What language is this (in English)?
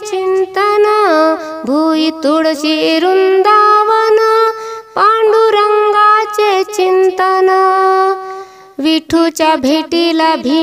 Marathi